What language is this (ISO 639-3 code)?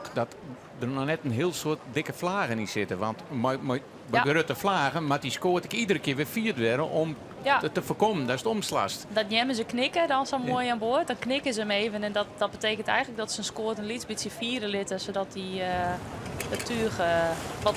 fry